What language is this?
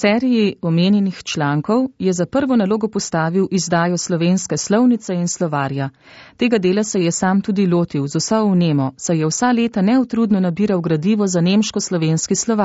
Slovenian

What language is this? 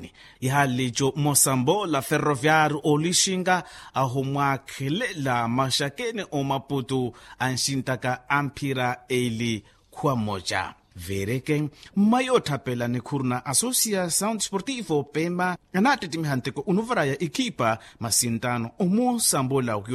Makhuwa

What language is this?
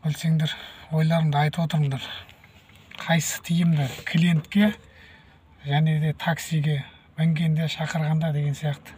Kazakh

